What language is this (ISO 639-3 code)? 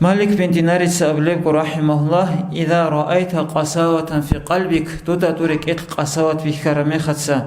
ava